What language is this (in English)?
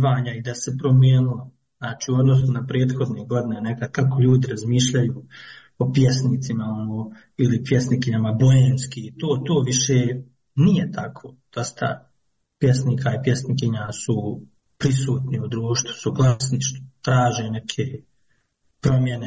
Croatian